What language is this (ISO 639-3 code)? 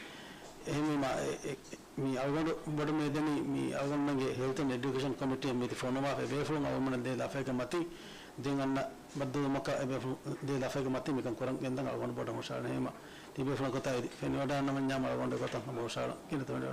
div